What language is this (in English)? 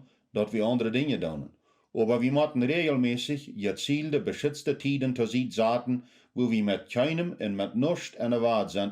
Plautdietsch